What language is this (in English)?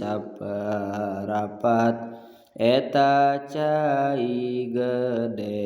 Sundanese